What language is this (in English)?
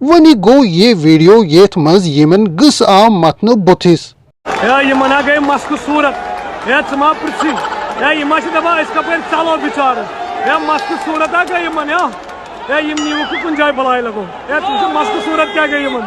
Kashmiri